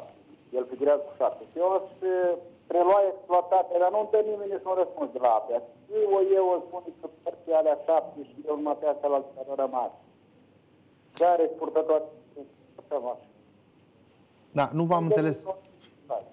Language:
Romanian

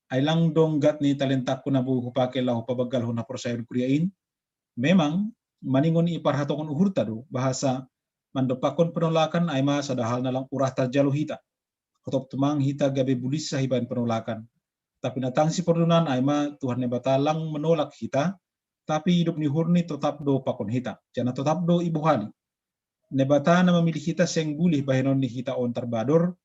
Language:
Batak Simalungun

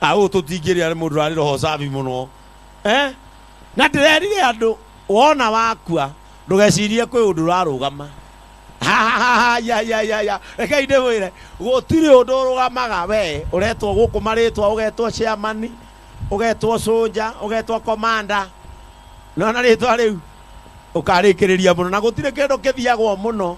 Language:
Kikuyu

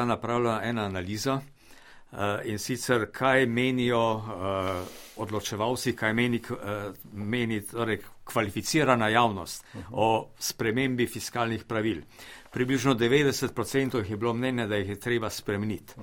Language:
Slovenian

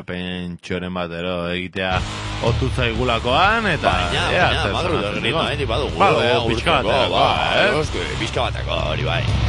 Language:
Basque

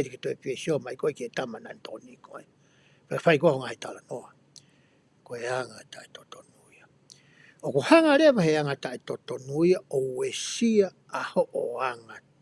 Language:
Tongan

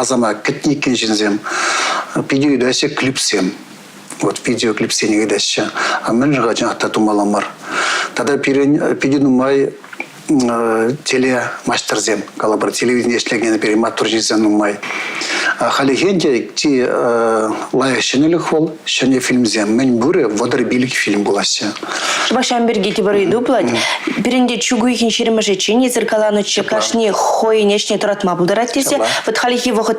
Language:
Chuvash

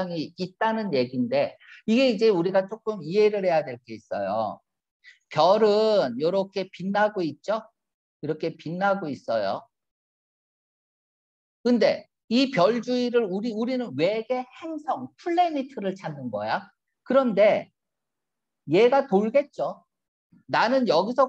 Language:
Korean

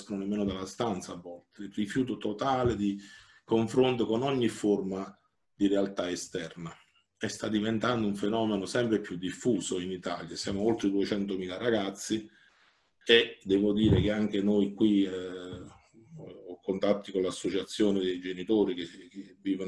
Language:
Italian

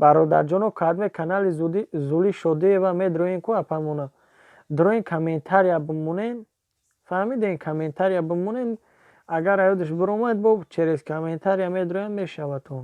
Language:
Tajik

